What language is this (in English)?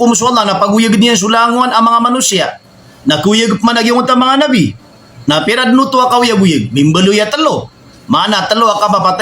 Maranao